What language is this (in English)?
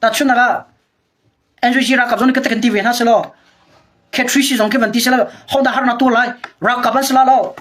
Hakha Chin